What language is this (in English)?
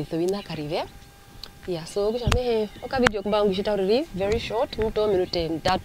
Herero